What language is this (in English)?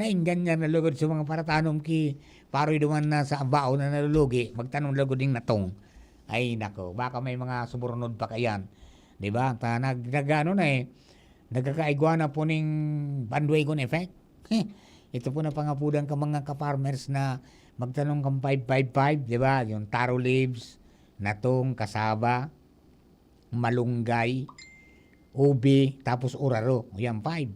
Bikol